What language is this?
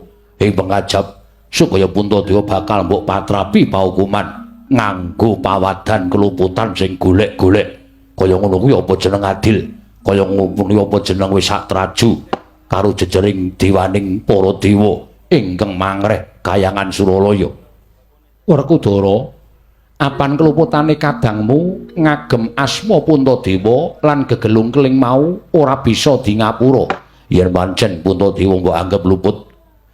Javanese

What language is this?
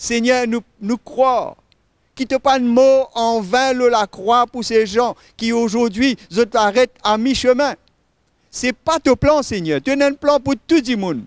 Morisyen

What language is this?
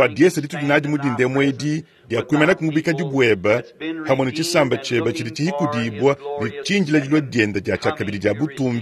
Luba-Lulua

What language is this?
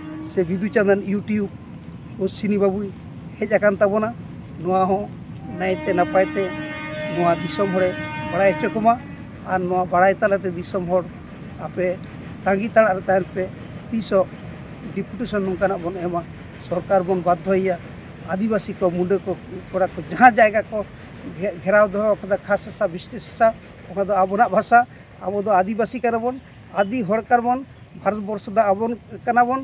Santali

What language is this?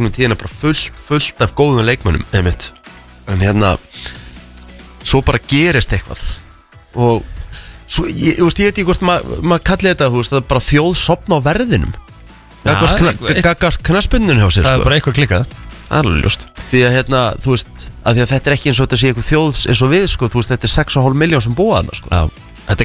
Icelandic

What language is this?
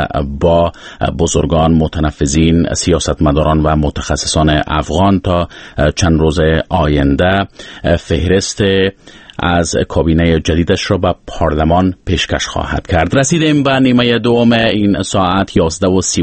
Persian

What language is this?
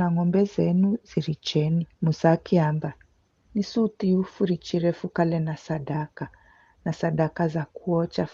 Giryama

